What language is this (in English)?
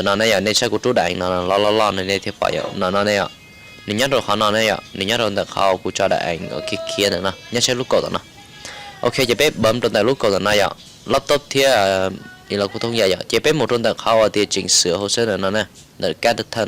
Hmong